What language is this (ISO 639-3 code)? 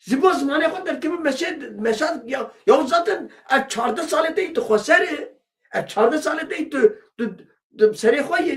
kur